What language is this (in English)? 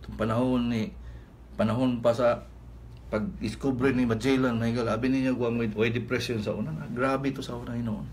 Cebuano